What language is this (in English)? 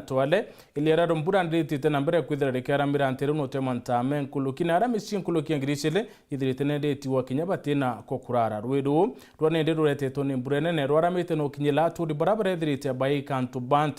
Meru